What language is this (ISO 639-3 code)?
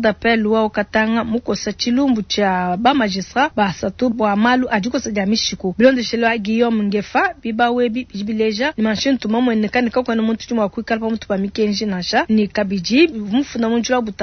lua